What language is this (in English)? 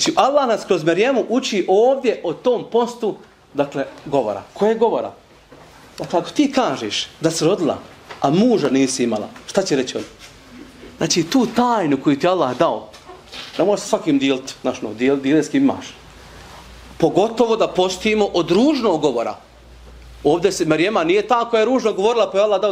Bosnian